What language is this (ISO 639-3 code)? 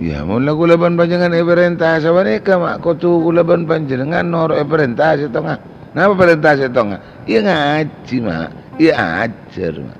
mad